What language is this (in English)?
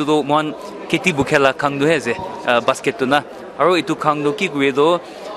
Naga Pidgin